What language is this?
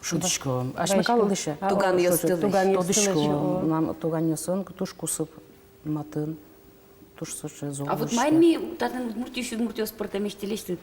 Udmurt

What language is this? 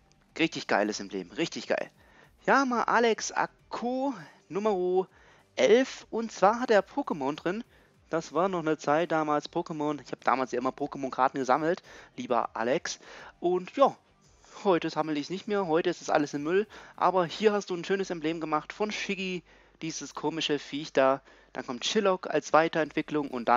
German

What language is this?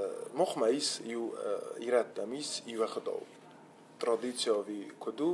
Ossetic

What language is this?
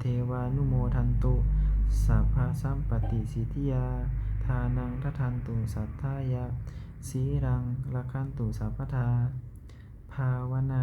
Pali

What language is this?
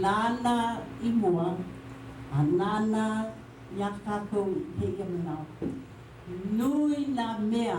Hawaiian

